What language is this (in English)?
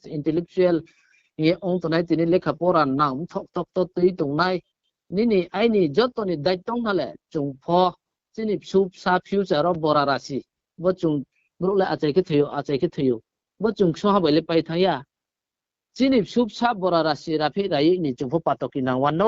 Riang (India)